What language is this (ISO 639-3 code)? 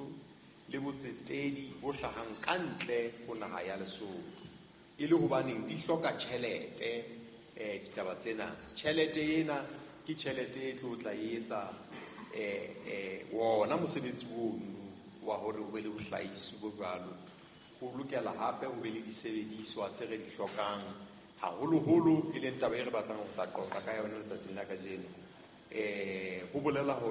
sot